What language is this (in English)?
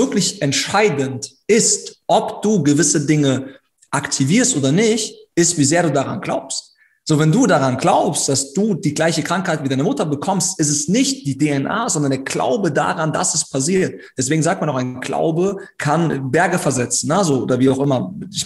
German